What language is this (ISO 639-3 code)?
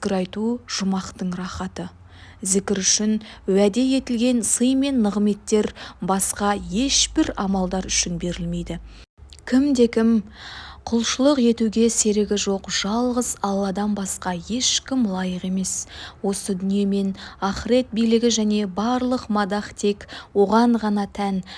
kaz